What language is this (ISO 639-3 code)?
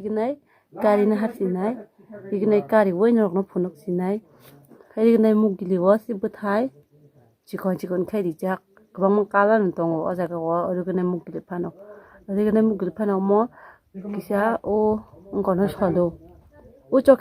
trp